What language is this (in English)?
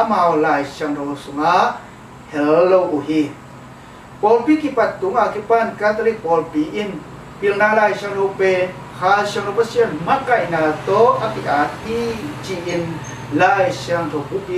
Tedim Chin